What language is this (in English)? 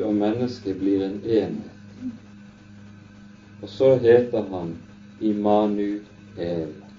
Norwegian